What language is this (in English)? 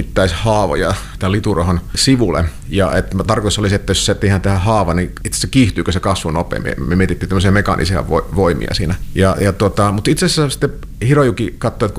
Finnish